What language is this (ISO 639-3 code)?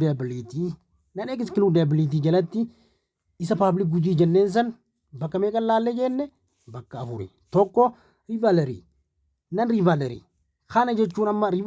orm